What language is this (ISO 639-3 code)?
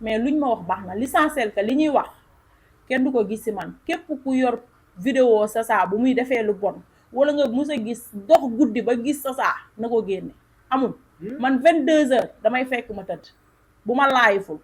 wol